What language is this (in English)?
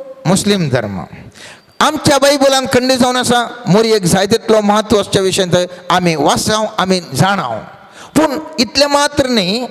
Konkani